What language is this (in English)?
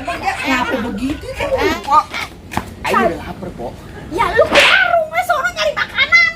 Betawi